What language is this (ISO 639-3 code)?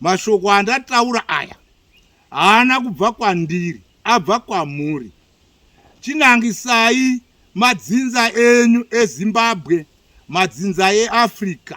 sna